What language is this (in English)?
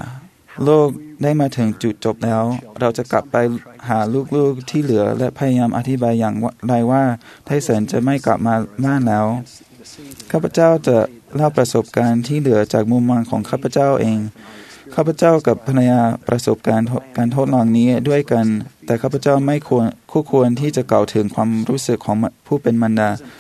Thai